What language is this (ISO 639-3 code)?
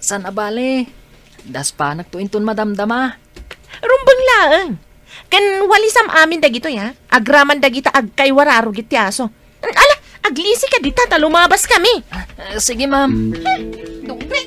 ilo